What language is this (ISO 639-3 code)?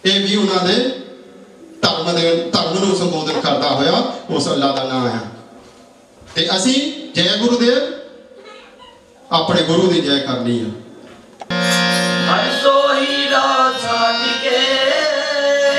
pan